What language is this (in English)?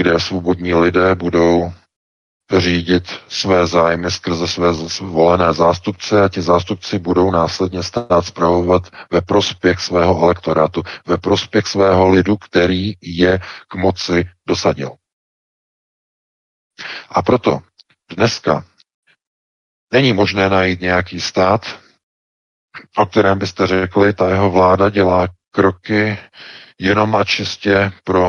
Czech